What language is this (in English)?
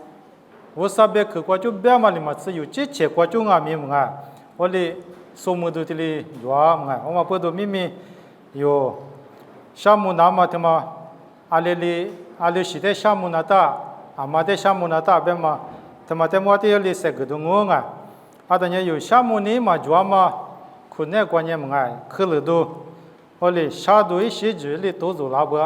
Lisu